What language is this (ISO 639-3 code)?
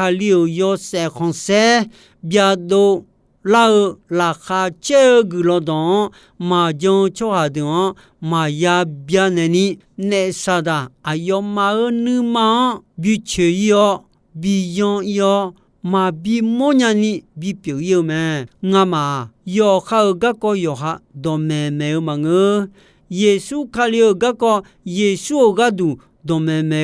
ahk